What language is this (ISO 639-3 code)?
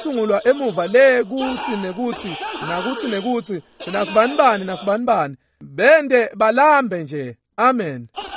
ssw